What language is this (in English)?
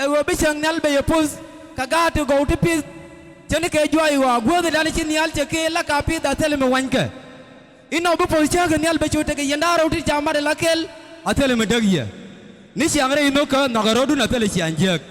Nuer